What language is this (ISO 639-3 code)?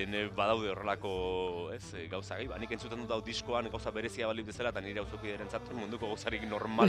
eus